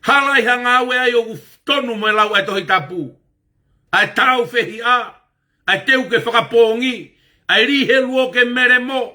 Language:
Tongan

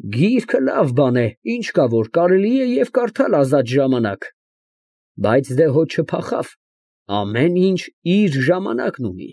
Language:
Armenian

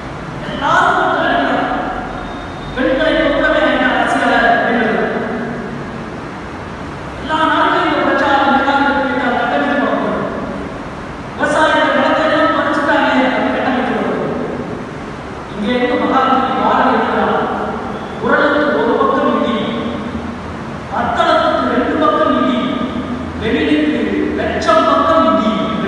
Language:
Tamil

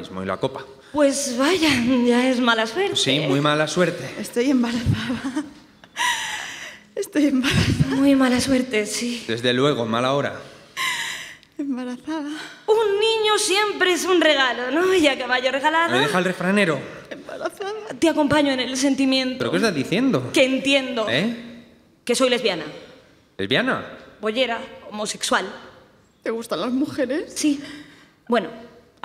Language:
Spanish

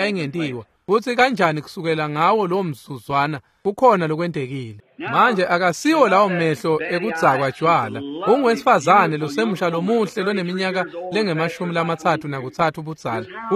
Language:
Swati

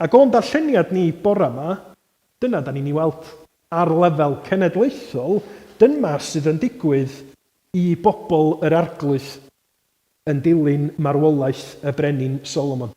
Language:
Welsh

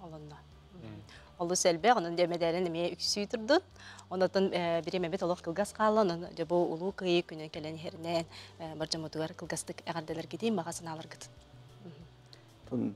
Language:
Yakut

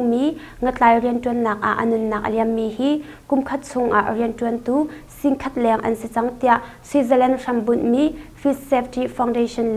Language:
Hakha Chin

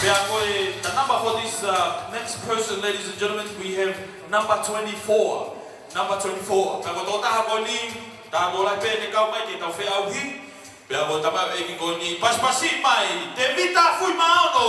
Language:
Tongan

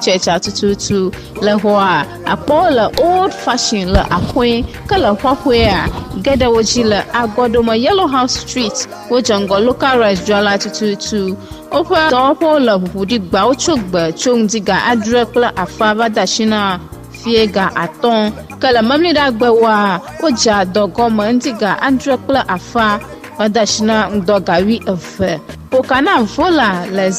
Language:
Ewe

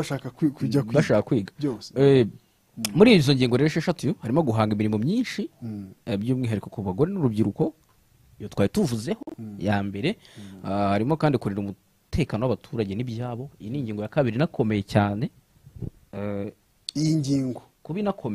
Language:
Kinyarwanda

